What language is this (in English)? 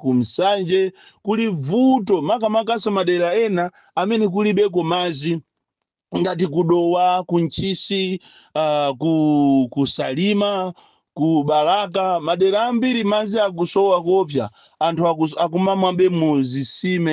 Nyanja